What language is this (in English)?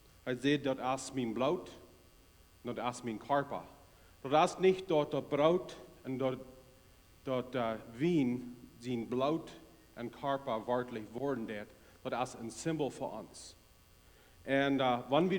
Plautdietsch